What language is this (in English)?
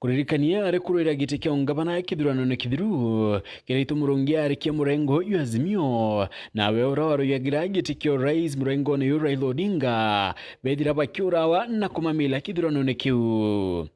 Meru